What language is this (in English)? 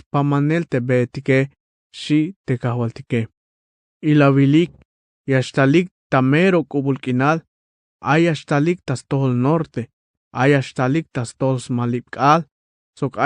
Tzeltal